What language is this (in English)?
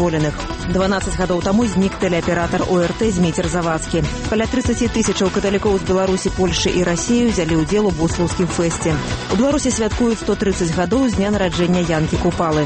Belarusian